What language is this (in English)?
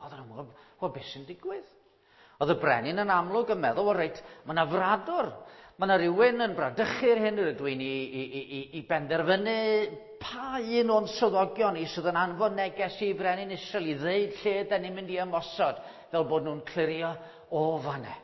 Welsh